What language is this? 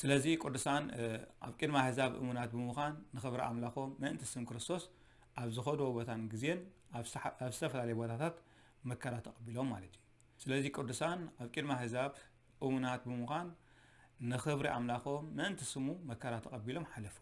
Tigrinya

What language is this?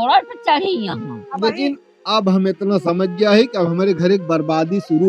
Awadhi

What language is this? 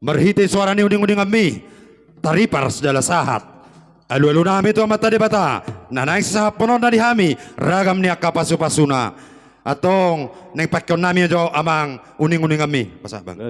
Batak Toba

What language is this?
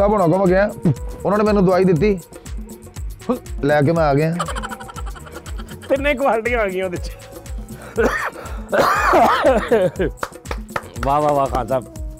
Punjabi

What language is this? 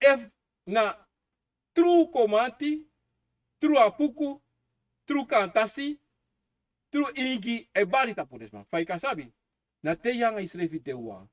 Sranan Tongo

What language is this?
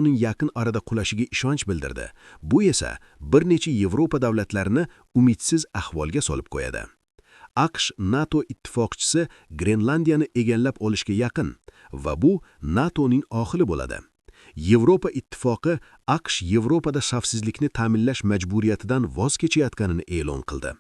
Uzbek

